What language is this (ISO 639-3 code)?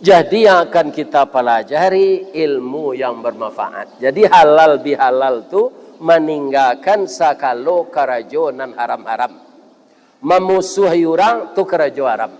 min